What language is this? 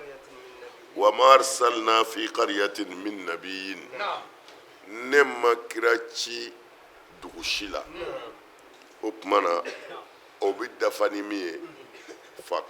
Bambara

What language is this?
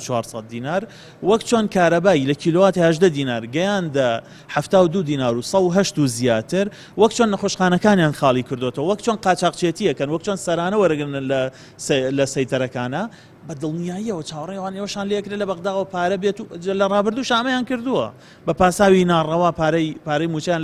Central Kurdish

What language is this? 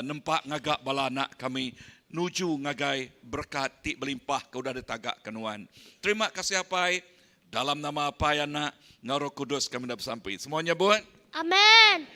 Iban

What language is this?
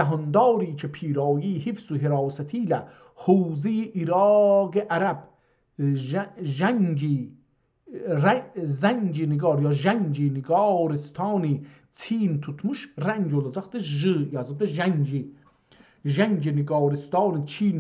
South Azerbaijani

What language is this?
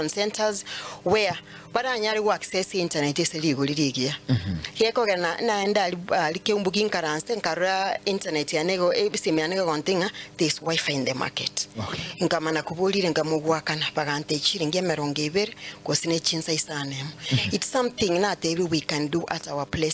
Gusii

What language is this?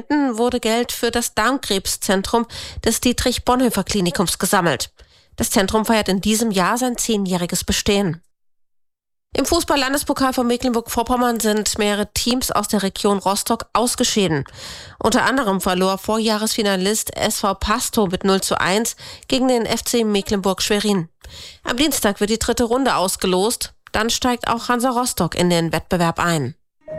German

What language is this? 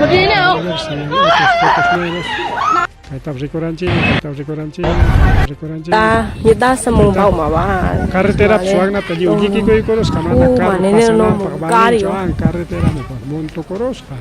Ayacucho Quechua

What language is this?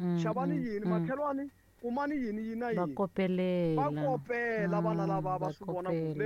Tsonga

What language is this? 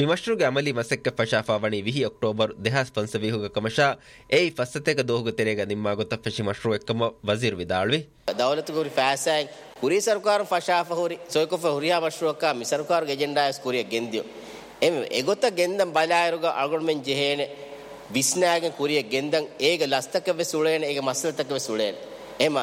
Divehi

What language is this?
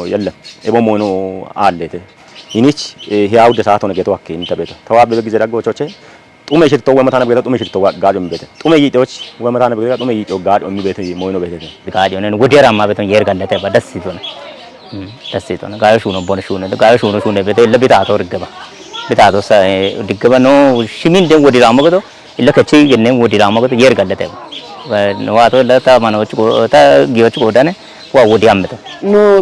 Kafa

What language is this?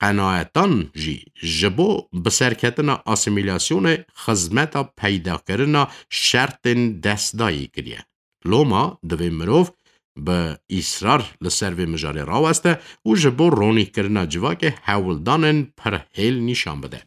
Kurdish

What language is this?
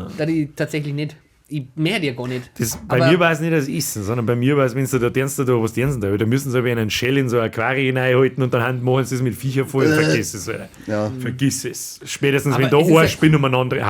Bavarian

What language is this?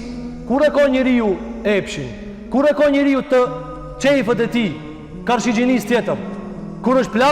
Albanian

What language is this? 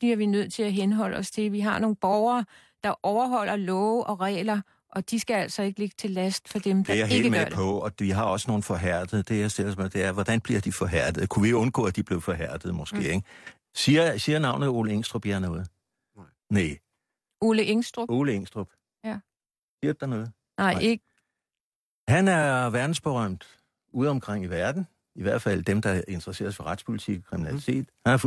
Danish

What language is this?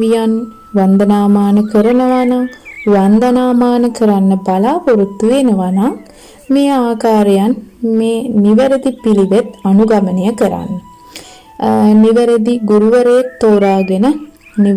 Sinhala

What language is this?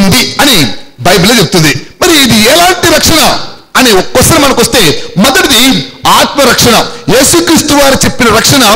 Telugu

